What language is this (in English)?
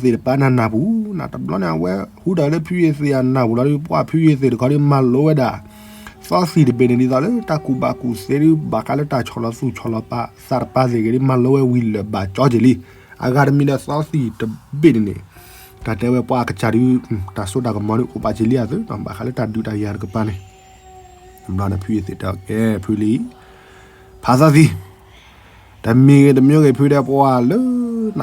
S'gaw Karen